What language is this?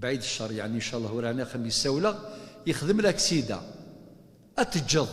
Kabyle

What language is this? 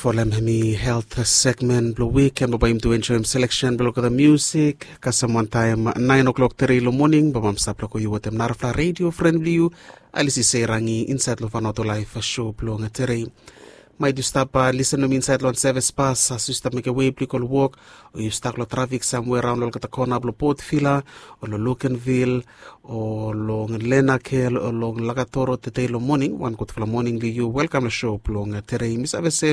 Bislama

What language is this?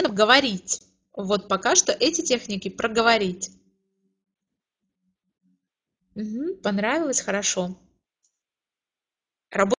Russian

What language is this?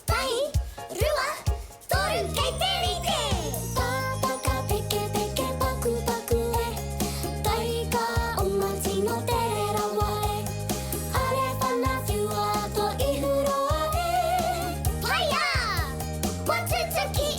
Māori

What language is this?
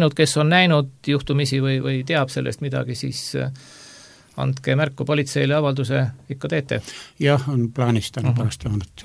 Estonian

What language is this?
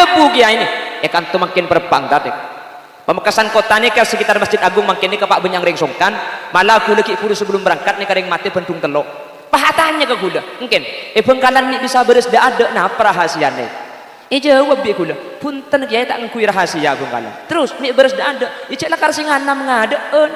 Madurese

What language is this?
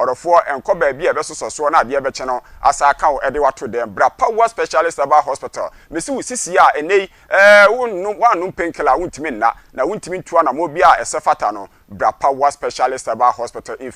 Akan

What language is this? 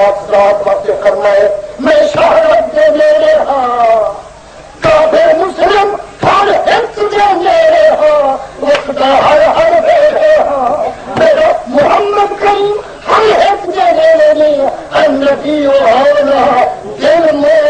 Saraiki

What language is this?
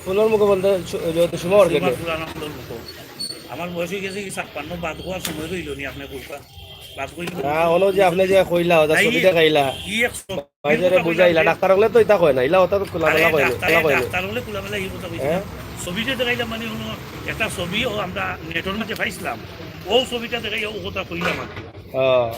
Sylheti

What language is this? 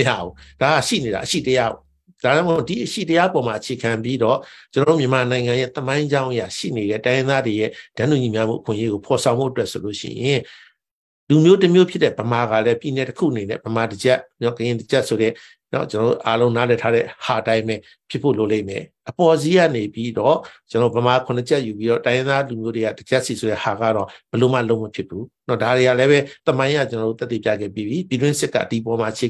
Burmese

